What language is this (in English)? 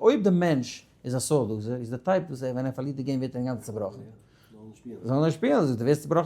Yiddish